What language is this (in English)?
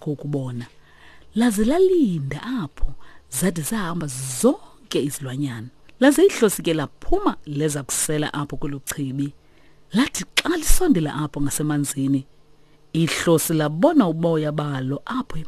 Xhosa